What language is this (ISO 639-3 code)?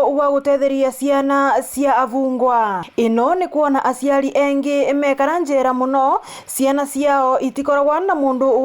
mer